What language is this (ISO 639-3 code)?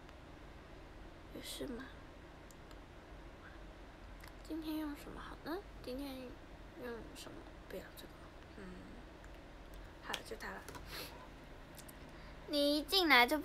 zho